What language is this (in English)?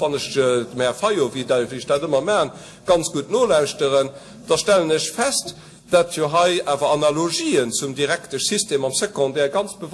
Luxembourgish